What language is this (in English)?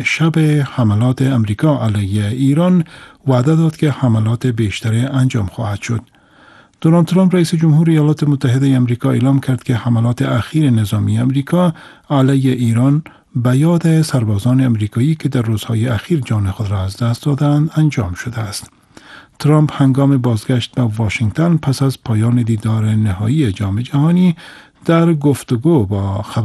Persian